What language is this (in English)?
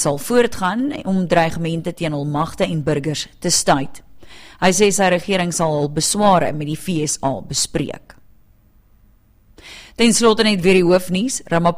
Afrikaans